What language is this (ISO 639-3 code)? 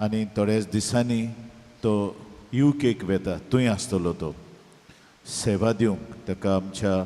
kok